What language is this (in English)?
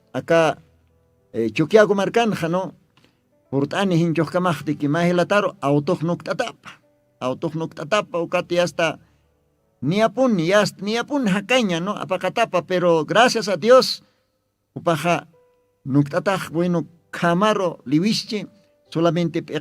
Aymara